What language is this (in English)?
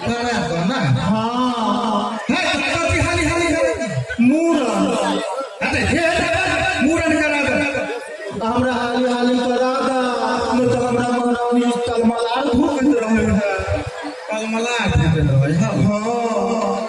Maithili